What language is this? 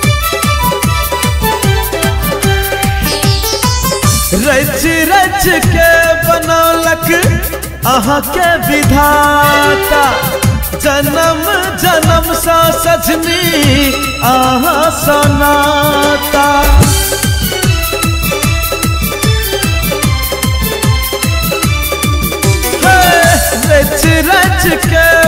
Maithili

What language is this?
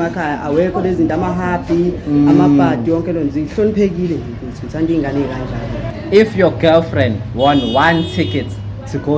Zulu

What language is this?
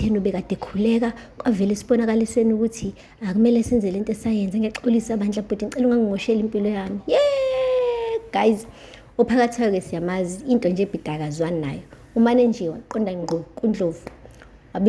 Zulu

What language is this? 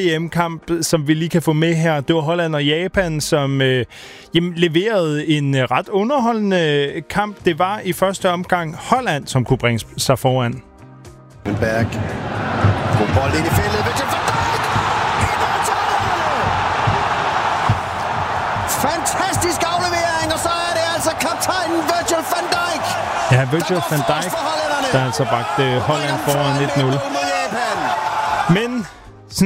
Danish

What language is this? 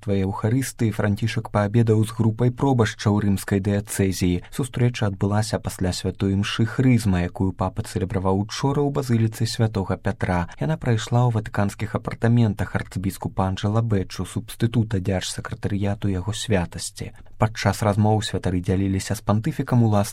Belarusian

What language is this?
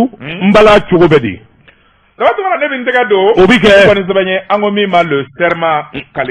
Bambara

